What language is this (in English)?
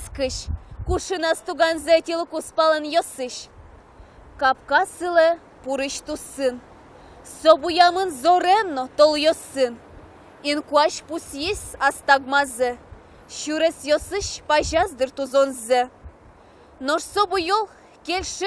Udmurt